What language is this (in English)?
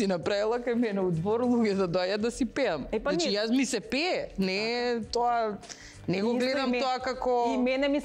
Macedonian